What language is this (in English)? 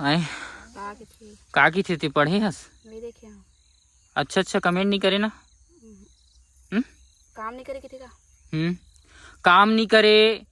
Chhattisgarhi